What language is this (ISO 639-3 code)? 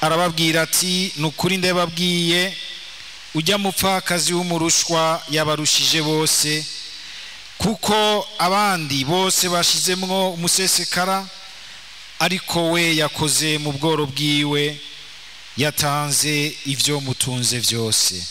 run